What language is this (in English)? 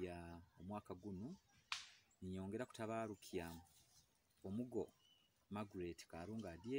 Nyoro